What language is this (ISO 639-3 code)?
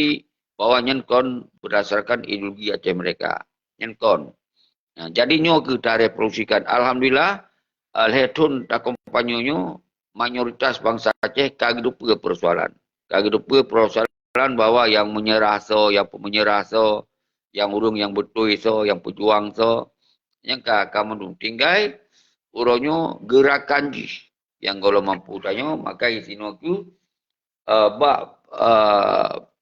ace